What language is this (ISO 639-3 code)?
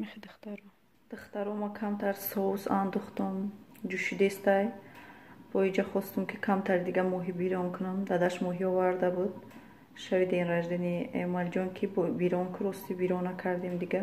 tgk